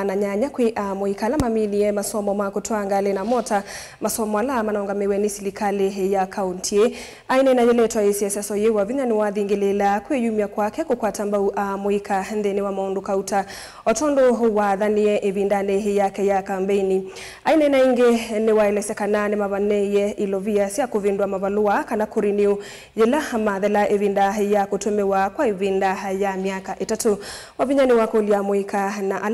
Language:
Kamba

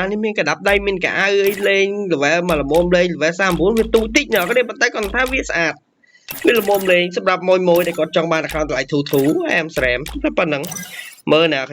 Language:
Khmer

